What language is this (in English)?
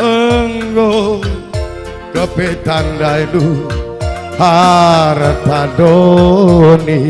Batak Karo